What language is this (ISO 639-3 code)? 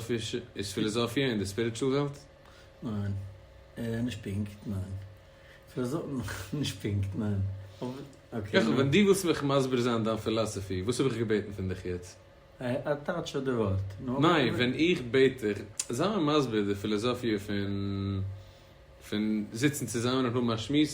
yid